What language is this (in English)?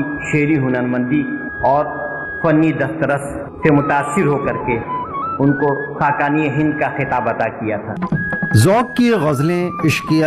Urdu